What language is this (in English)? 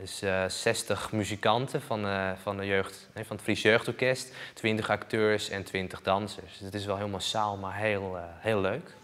Western Frisian